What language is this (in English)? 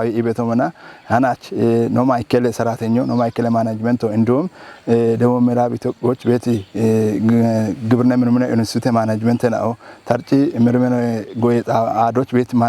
Kafa